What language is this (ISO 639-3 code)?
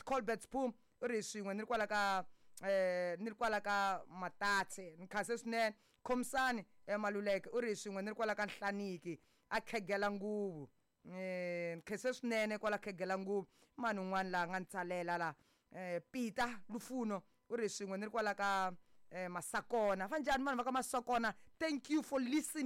tso